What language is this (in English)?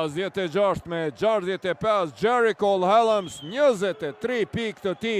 Albanian